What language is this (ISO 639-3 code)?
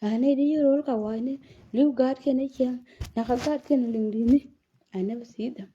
nus